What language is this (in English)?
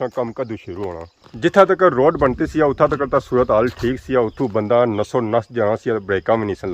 Pahari-Potwari